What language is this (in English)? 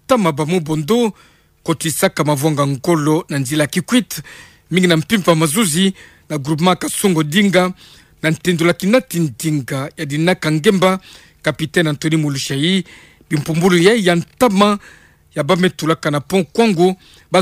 Kituba (Democratic Republic of Congo)